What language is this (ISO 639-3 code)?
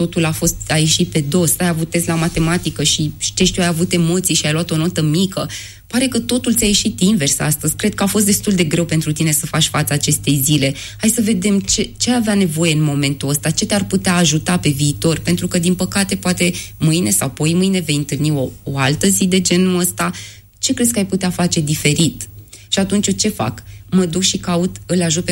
ron